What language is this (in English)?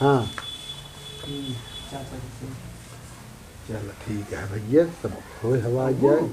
Awadhi